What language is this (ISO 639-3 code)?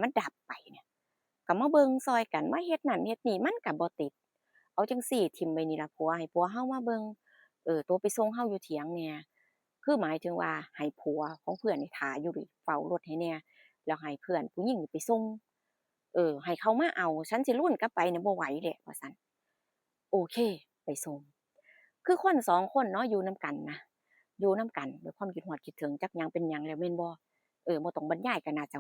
tts